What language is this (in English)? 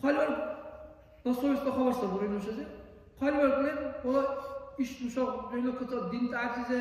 Dargwa